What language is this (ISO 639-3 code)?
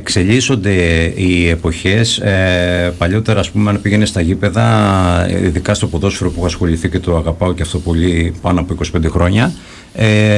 ell